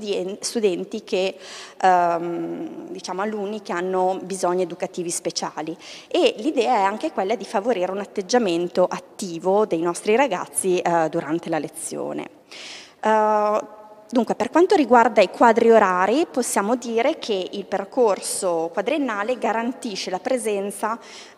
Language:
Italian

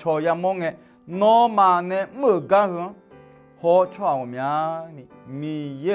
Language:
Akha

